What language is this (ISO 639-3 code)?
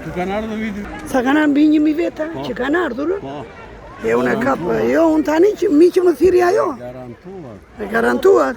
sqi